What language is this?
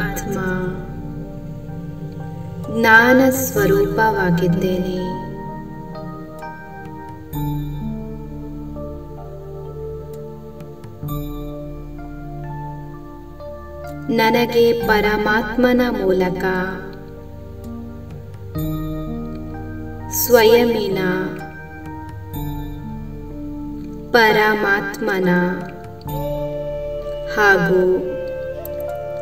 Kannada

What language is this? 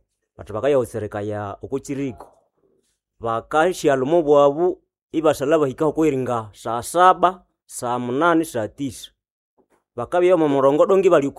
Nande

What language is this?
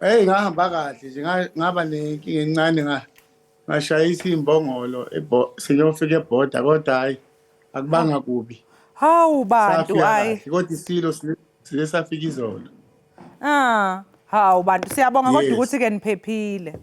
Zulu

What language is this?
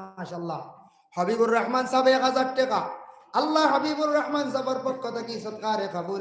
Sylheti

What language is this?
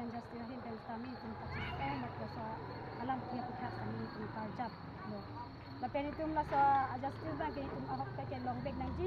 Karbi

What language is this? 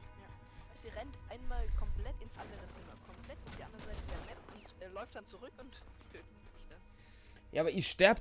Swiss German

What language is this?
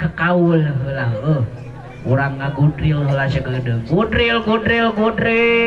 Sundanese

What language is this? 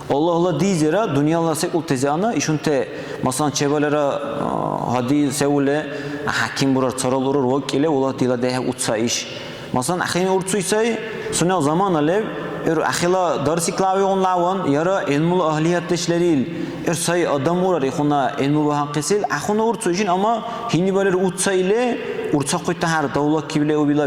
Dargwa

